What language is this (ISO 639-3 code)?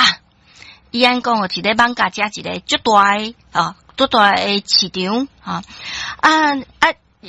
nan